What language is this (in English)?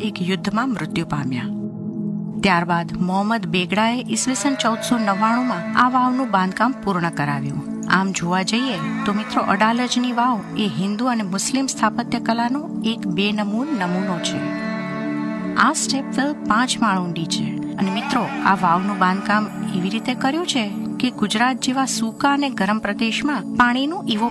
Gujarati